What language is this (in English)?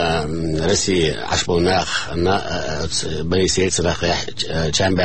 Chechen